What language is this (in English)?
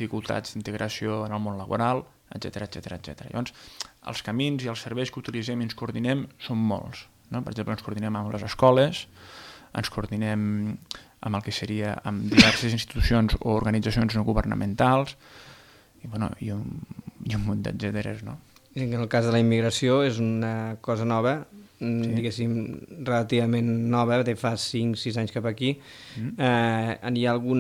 Catalan